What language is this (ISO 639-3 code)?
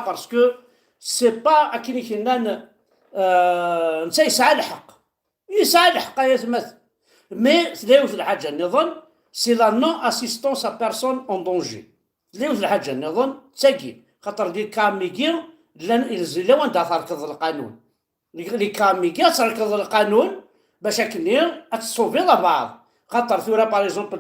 kab